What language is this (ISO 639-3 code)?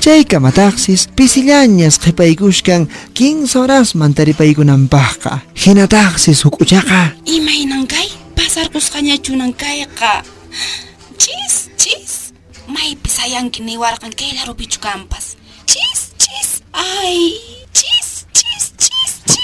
que